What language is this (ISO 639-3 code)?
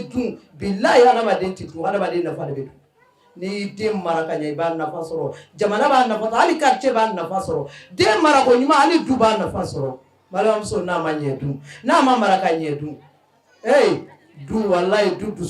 bam